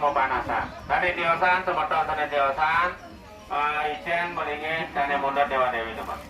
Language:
Balinese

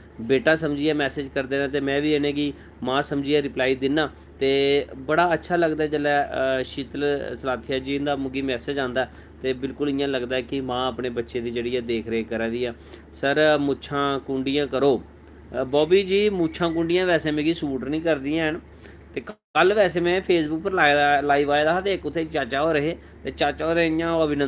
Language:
Dogri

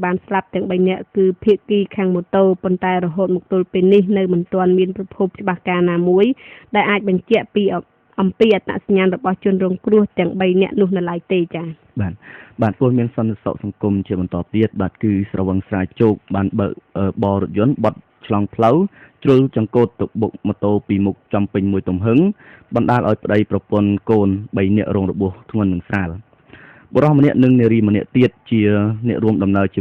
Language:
Khmer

